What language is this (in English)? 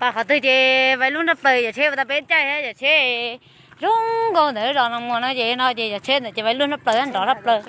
Hmong